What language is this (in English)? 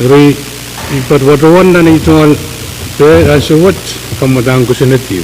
Pohnpeian